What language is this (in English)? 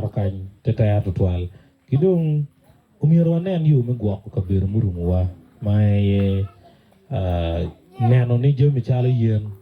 Acoli